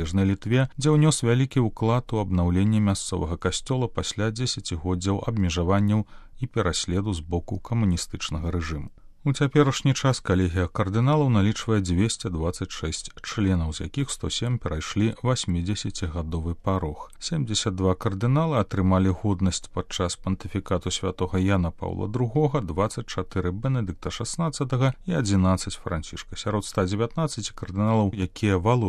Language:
Belarusian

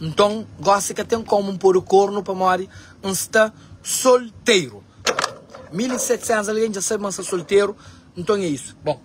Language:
Kabuverdianu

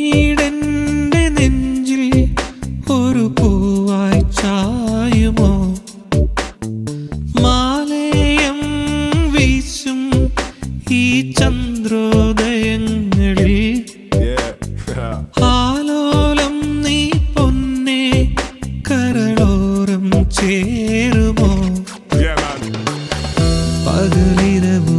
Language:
Malayalam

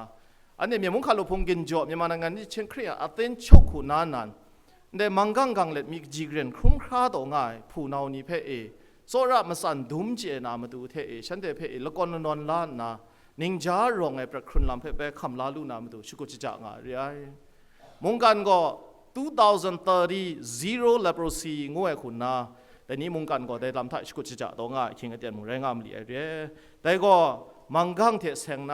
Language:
Kachin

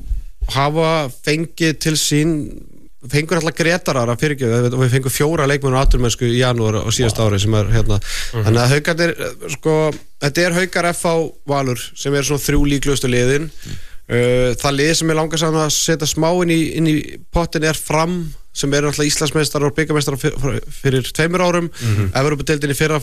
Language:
Icelandic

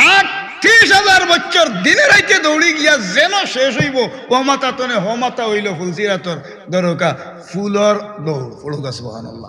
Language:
Sylheti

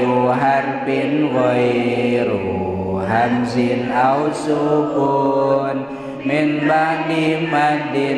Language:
Sundanese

